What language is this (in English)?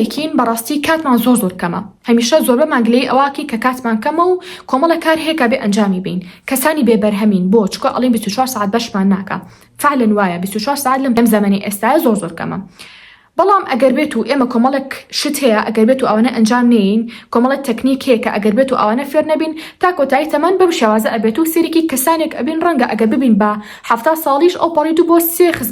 Central Kurdish